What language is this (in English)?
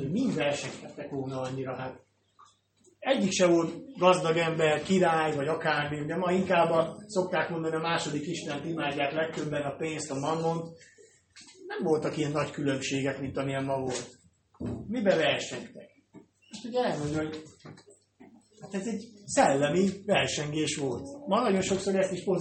Hungarian